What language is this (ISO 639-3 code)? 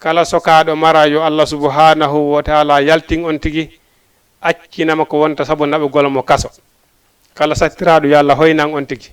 ful